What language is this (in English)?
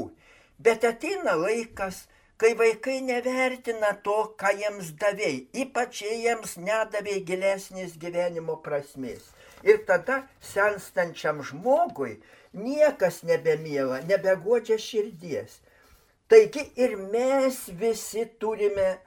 Lithuanian